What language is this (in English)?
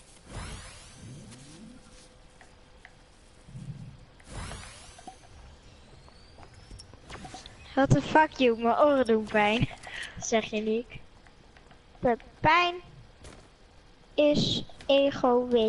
Dutch